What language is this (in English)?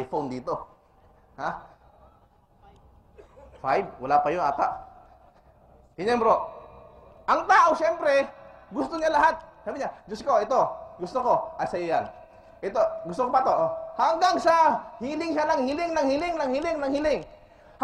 Filipino